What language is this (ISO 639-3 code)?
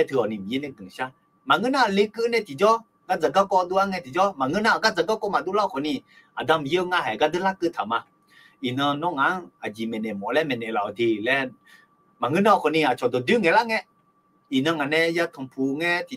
ahk